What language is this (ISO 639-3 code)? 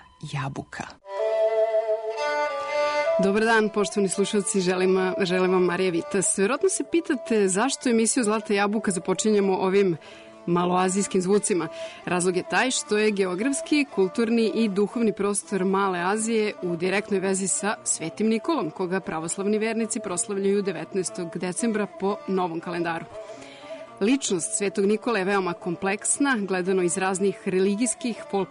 srp